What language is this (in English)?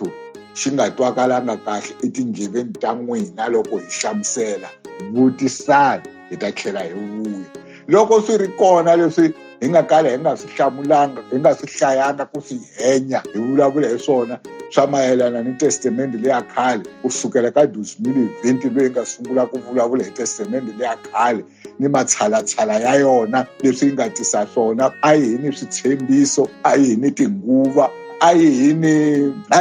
Tsonga